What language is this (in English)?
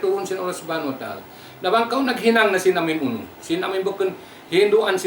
Tausug